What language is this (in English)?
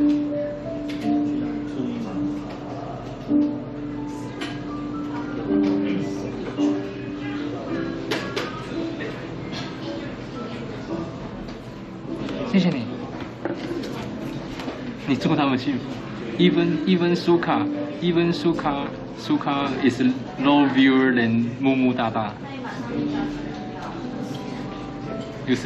Chinese